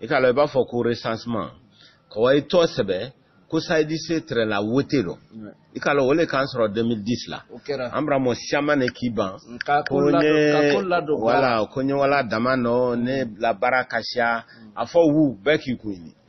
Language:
Bambara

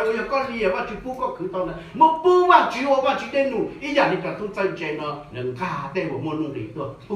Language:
Hmong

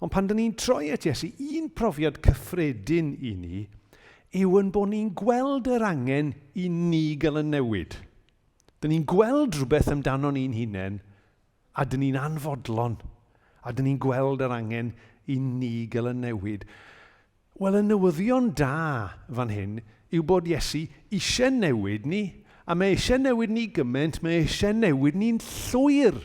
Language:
Welsh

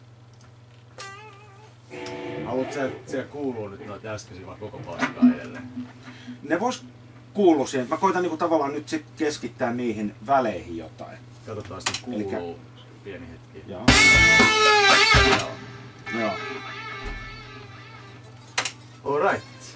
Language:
Finnish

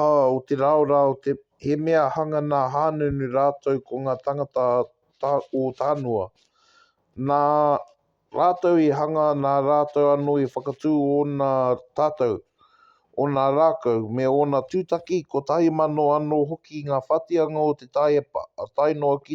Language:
Māori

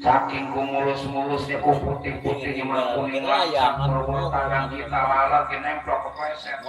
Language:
Betawi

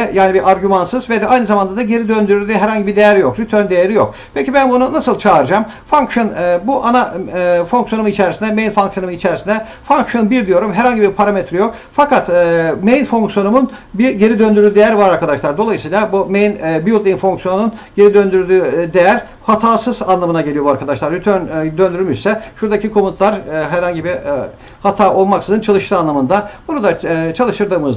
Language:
Turkish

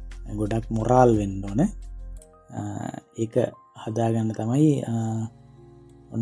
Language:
Sinhala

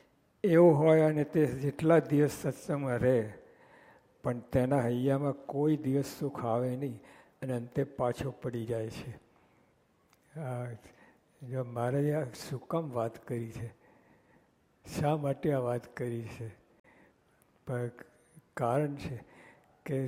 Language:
Gujarati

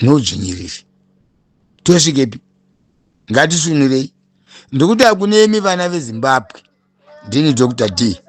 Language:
Shona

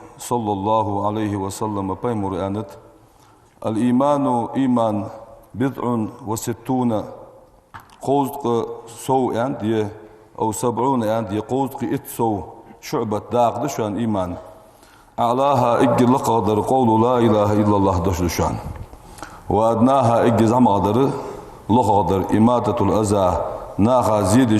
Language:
Ingush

